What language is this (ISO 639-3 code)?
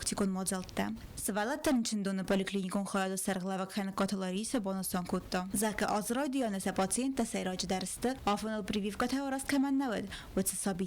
oss